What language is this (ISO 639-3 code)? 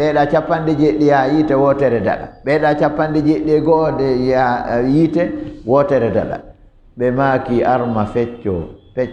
ful